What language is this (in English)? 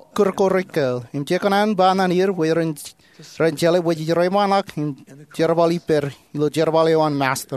Marshallese